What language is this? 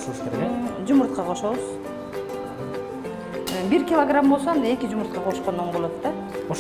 Kyrgyz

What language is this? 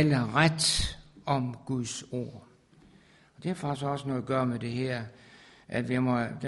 Danish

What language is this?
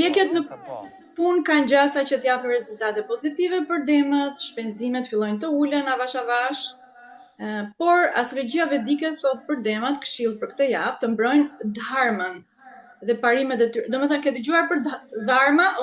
Albanian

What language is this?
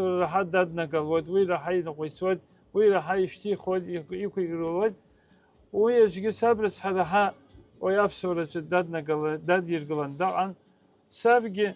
Abkhazian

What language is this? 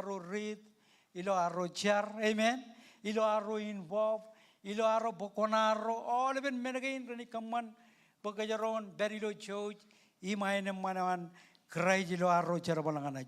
Marshallese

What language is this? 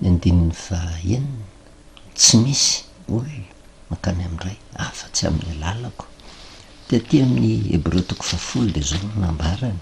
Malagasy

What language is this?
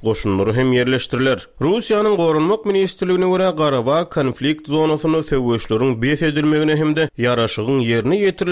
Turkmen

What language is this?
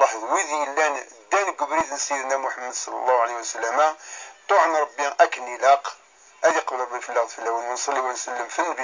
Kabyle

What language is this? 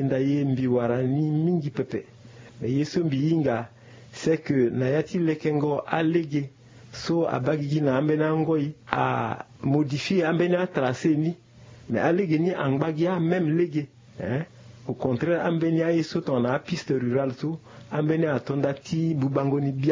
Sango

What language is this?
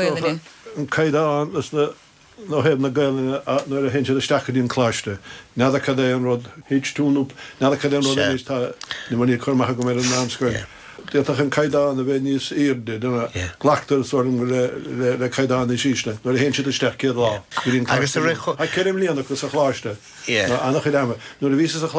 Irish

